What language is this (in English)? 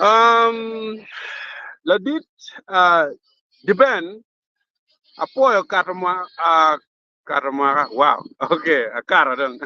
Acoli